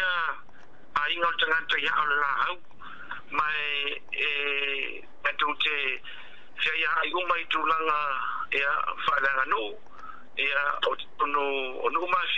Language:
Samoan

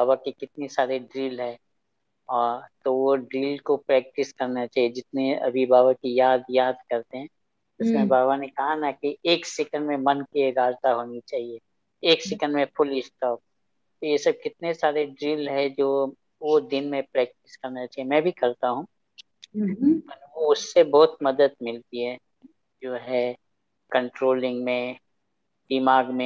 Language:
Hindi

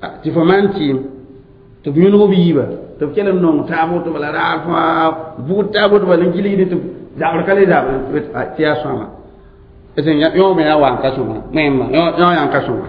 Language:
Mossi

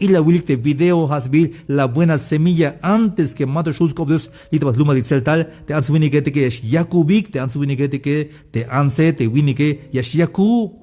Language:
Tzeltal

